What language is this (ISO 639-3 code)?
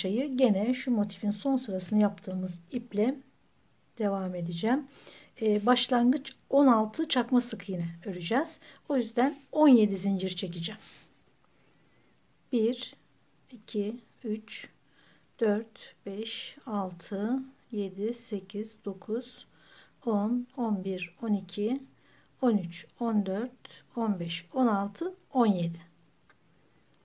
tur